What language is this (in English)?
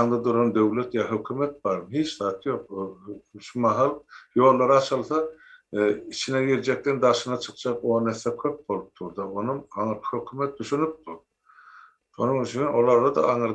Turkmen